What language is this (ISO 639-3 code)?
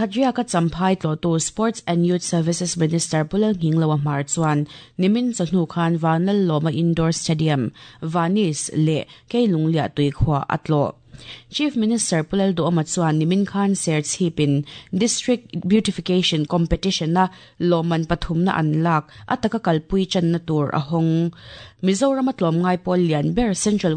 lus